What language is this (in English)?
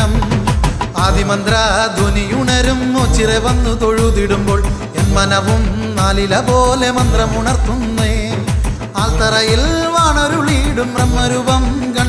Malayalam